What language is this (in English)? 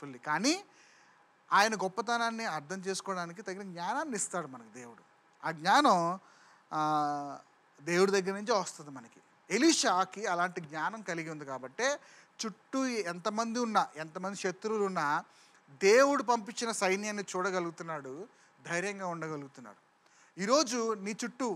Telugu